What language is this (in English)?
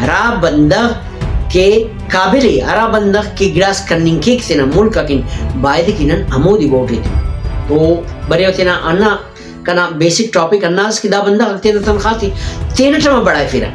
Brahui